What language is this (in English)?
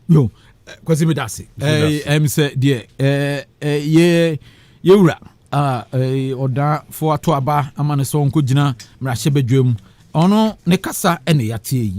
Akan